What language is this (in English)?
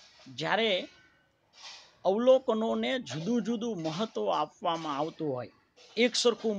Gujarati